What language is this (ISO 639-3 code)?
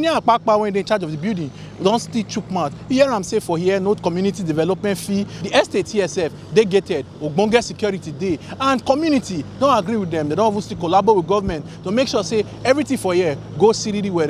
pcm